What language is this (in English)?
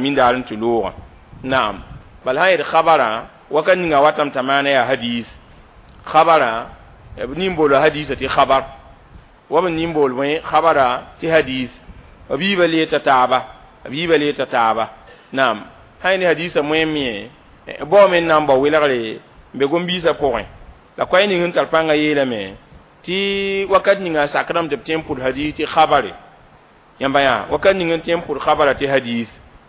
Mossi